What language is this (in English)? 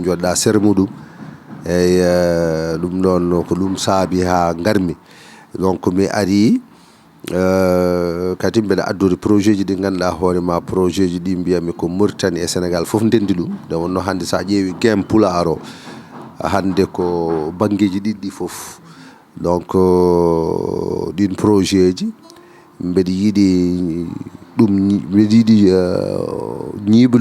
Fula